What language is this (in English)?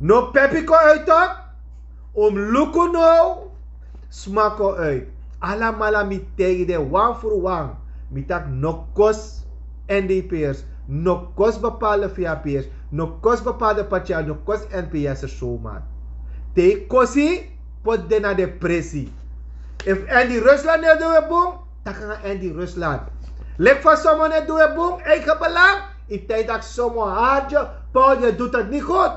Sranan Tongo